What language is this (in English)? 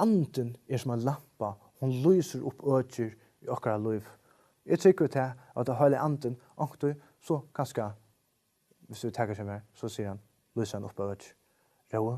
Faroese